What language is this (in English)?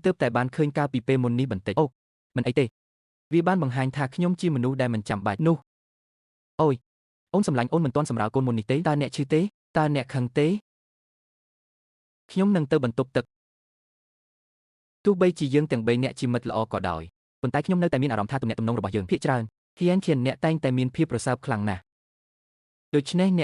Khmer